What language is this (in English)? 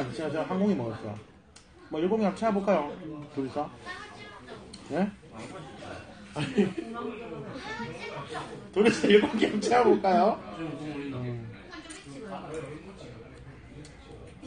Korean